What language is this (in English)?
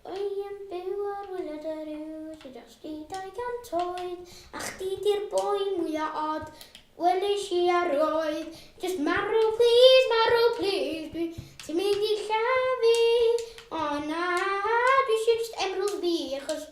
Welsh